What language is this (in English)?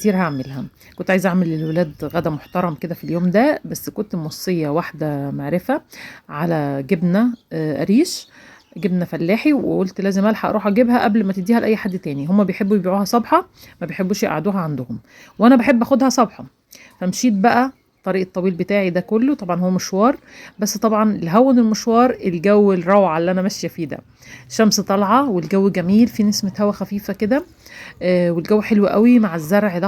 Egyptian Arabic